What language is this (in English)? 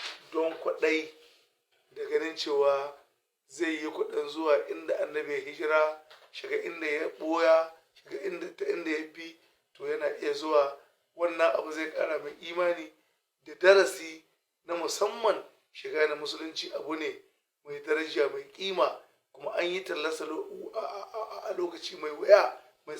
Hausa